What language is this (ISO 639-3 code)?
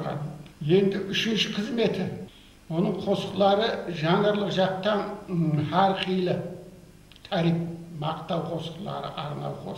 kaa